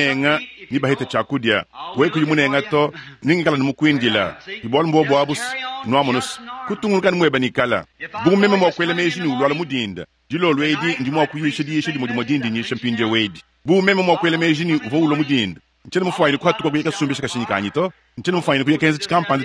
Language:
Luba-Lulua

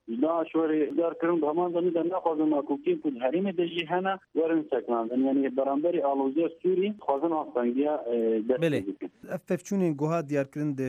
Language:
Kurdish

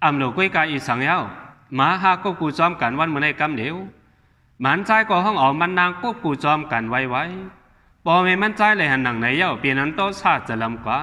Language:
Shan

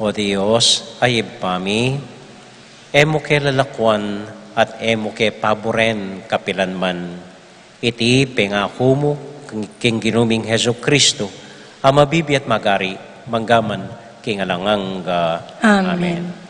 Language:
Pampanga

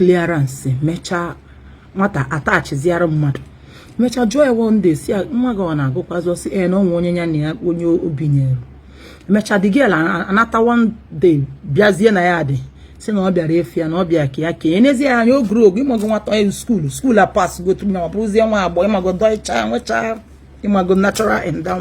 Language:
Igbo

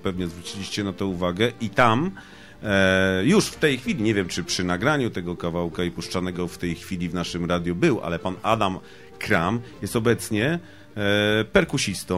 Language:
Polish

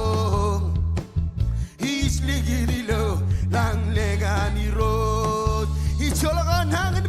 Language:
Marshallese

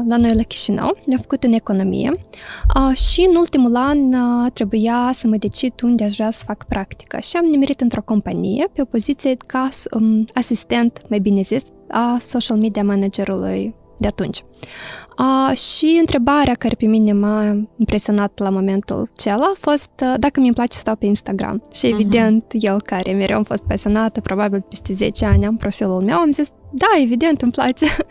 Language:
Romanian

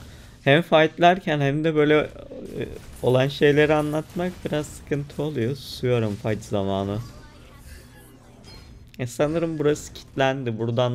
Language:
Turkish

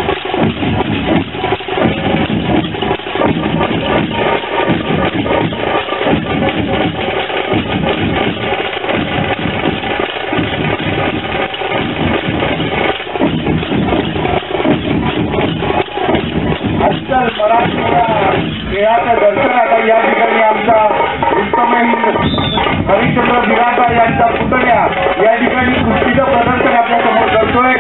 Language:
Marathi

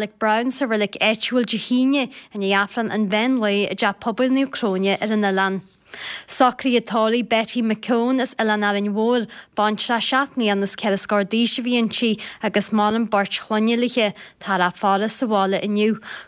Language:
Irish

